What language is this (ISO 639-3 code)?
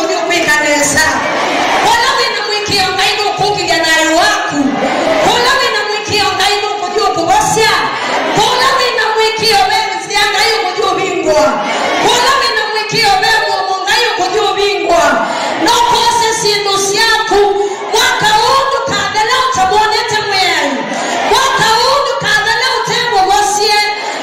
kam